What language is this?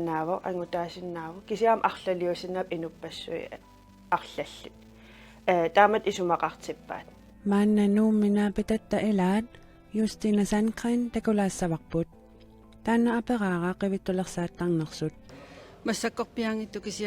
Kalaallisut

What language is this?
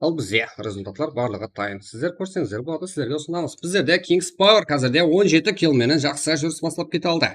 Kara-Kalpak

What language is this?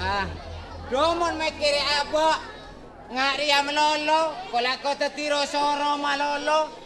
Madurese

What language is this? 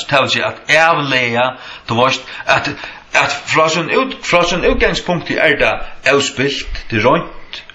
Faroese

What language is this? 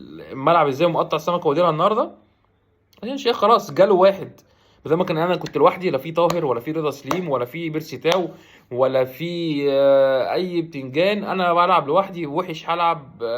Egyptian Arabic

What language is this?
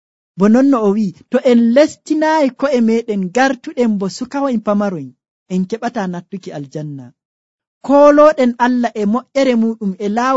Nigerian Fulfulde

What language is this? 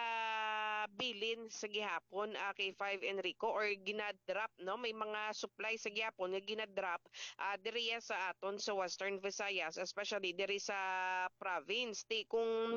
Hiligaynon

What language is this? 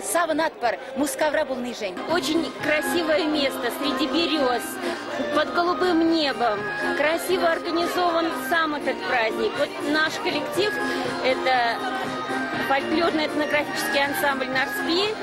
Chuvash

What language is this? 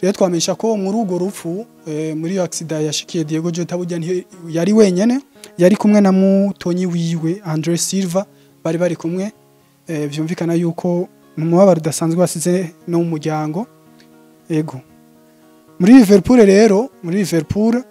Rundi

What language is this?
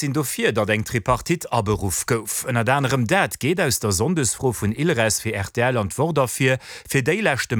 Luxembourgish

